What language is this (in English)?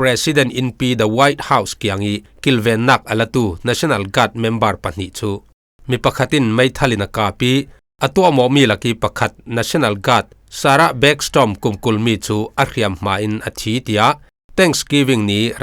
Falam Chin